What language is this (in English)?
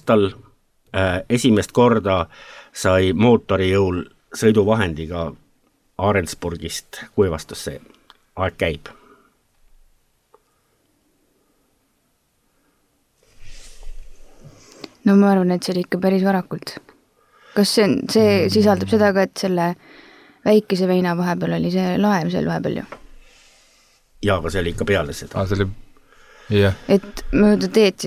Estonian